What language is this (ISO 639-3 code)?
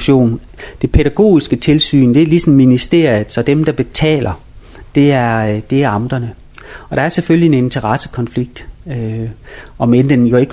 dan